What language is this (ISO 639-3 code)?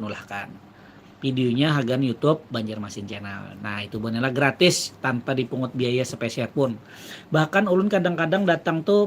bjn